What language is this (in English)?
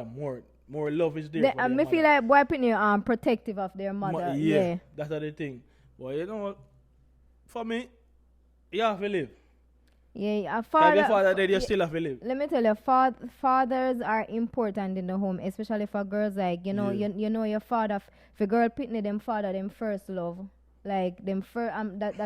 Jamaican Creole English